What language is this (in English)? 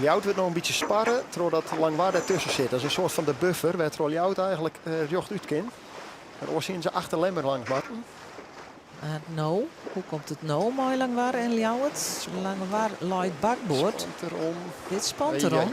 Western Frisian